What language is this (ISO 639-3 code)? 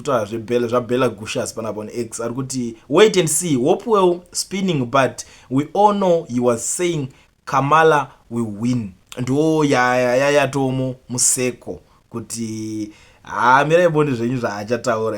sna